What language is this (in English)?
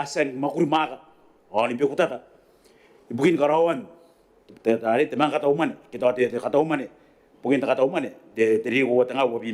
Gilbertese